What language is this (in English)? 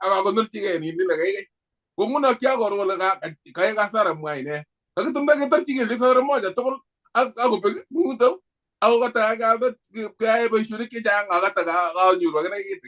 Kalenjin